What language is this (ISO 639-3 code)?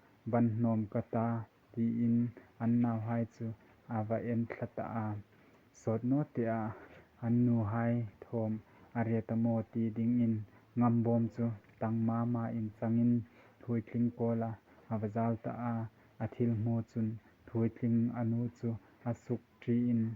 hmr